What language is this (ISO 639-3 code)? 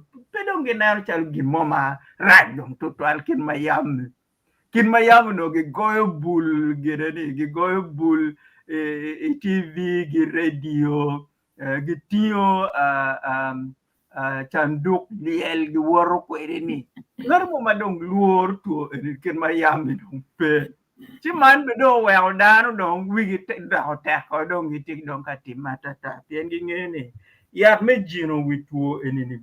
ach